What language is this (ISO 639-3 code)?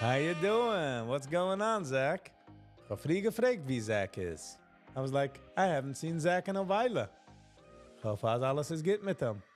yid